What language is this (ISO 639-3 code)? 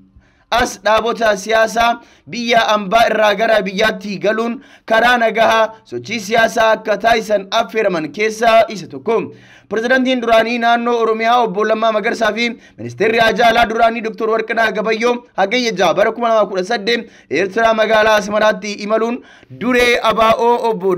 orm